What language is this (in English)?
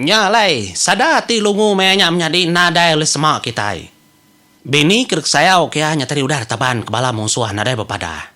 Iban